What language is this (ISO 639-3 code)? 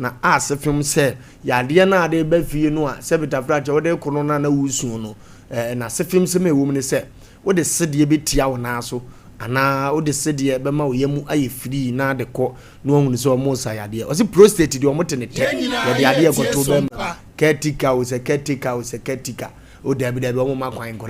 aka